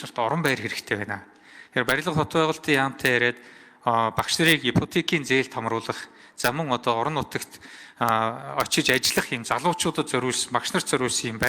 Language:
Mongolian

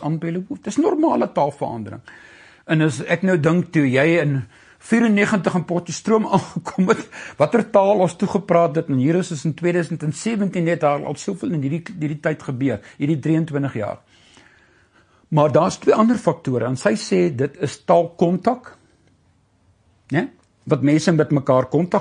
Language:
Afrikaans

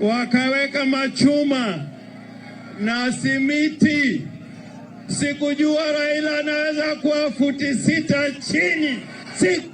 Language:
Swahili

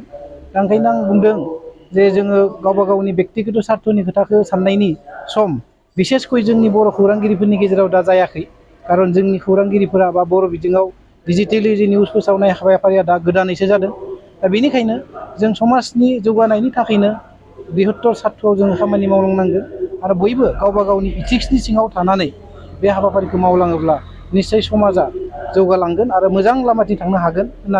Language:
Bodo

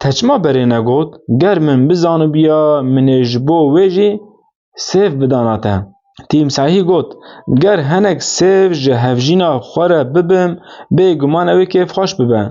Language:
Kurdish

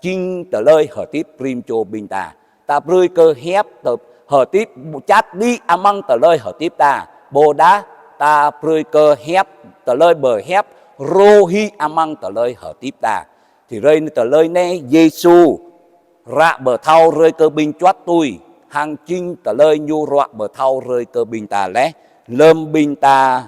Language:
Jarai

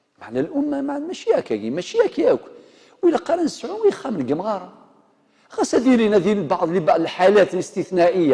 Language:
Kabyle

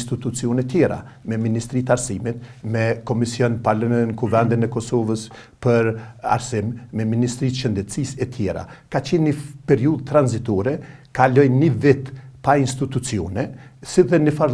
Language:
Albanian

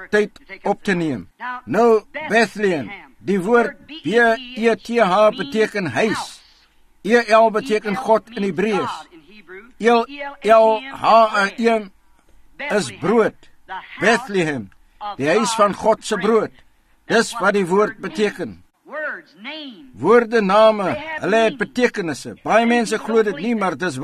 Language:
Afrikaans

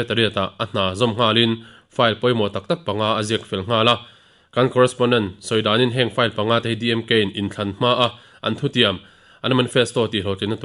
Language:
Mizo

